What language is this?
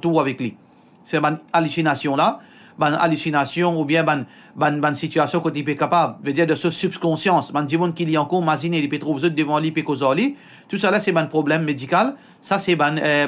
Morisyen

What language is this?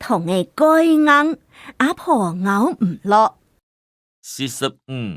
Hakka Chinese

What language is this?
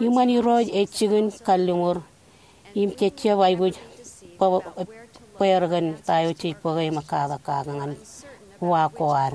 Marshallese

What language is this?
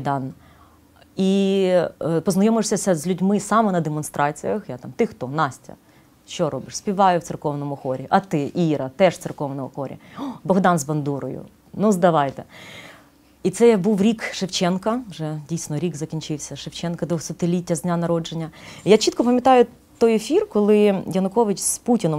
Ukrainian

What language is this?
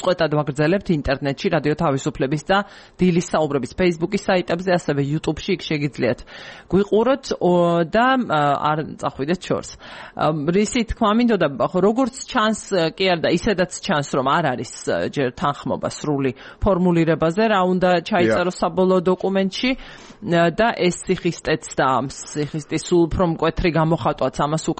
Georgian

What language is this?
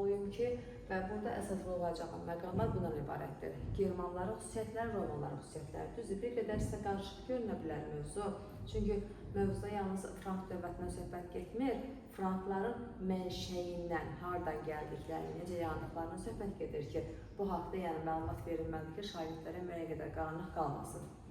Azerbaijani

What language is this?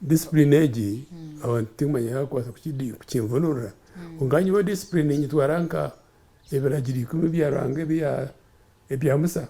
Nyankole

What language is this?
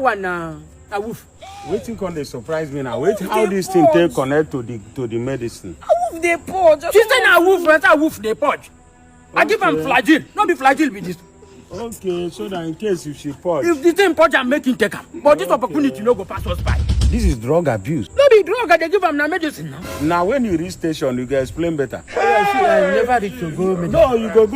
Nigerian Pidgin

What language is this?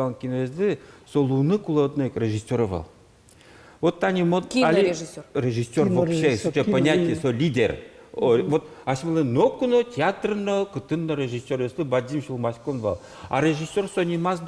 Udmurt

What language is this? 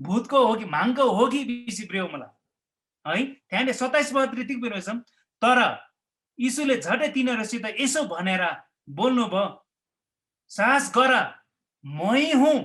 Eastern Tamang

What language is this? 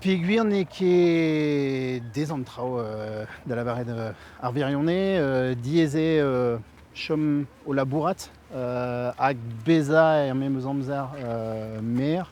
Breton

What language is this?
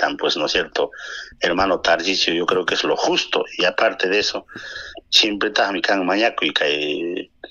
Ayacucho Quechua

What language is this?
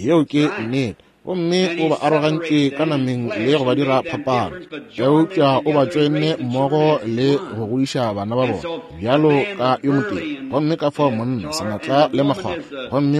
Northern Sotho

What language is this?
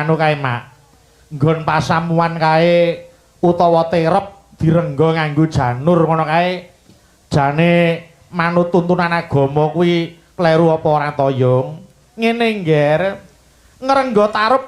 Javanese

